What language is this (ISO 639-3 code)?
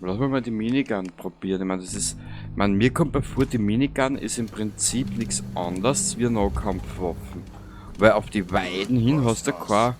bar